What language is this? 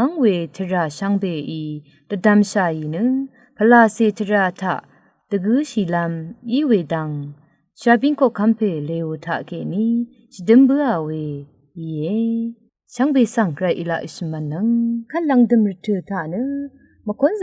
Rawang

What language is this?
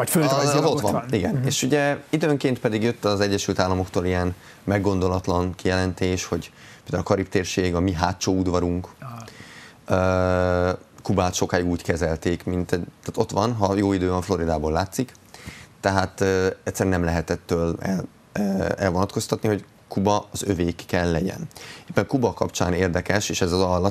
Hungarian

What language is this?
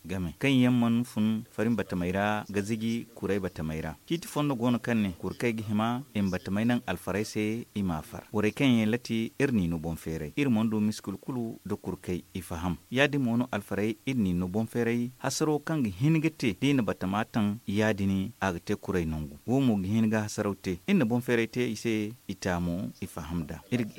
Zarma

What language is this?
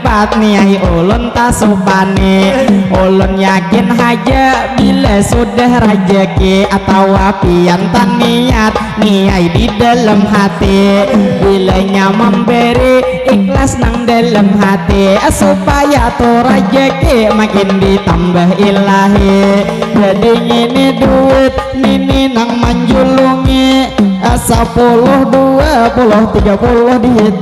Banjar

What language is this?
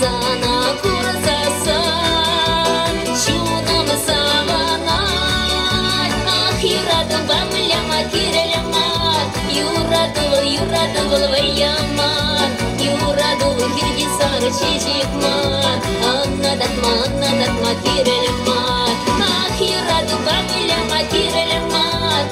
Chuvash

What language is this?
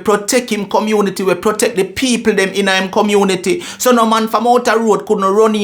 Jamaican Creole English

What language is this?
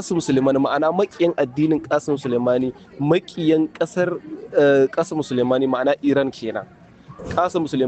Hausa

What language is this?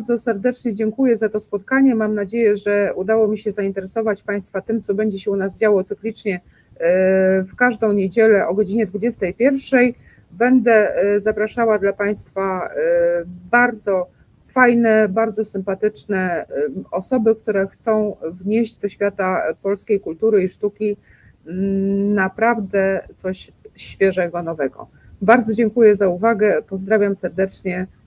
Polish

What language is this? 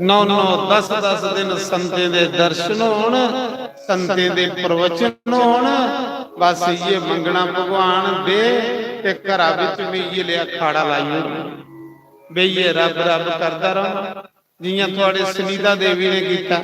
Dogri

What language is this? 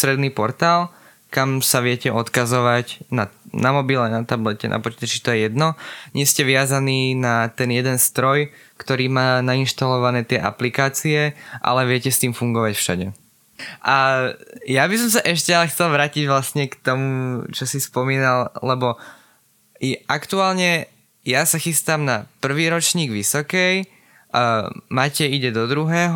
Slovak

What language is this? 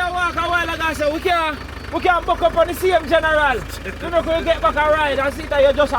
Jamaican Creole English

